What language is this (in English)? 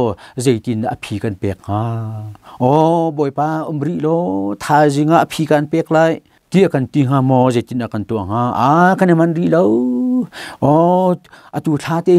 Hakha Chin